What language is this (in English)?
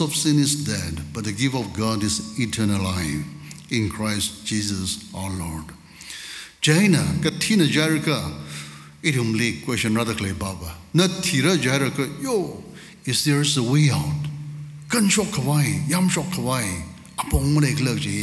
Tangkhul Naga (India)